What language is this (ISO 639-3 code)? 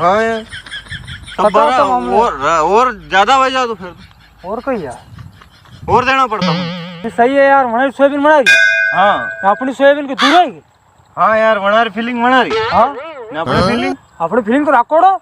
raj